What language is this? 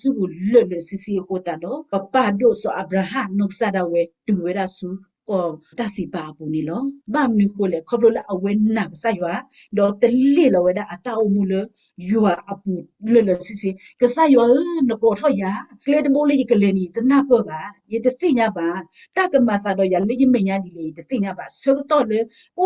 S'gaw Karen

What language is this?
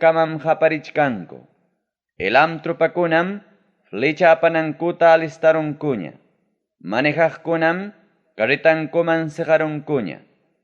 Ayacucho Quechua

